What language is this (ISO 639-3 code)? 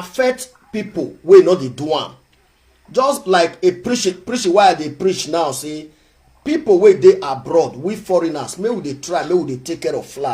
pcm